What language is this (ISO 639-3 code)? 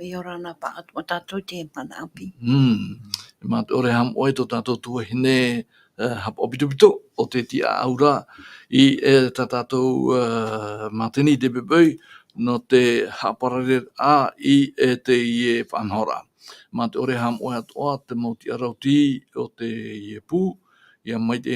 tah